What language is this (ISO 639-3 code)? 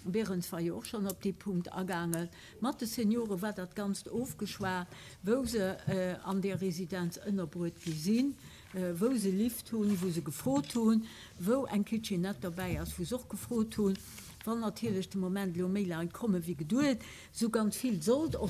ltz